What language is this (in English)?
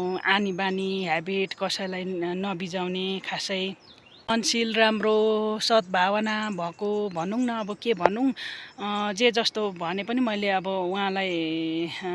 Nepali